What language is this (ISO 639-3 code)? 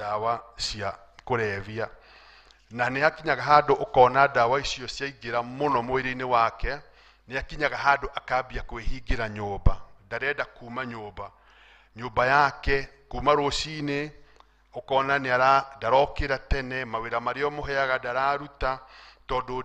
kik